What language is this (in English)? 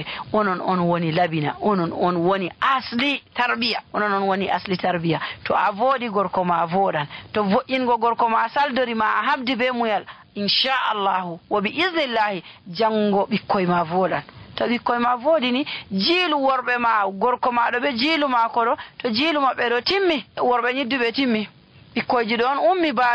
Nigerian Fulfulde